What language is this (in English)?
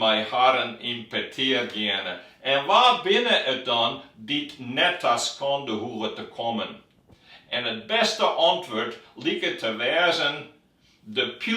Western Frisian